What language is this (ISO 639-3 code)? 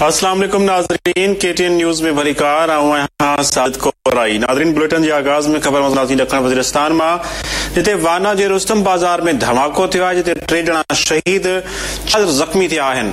snd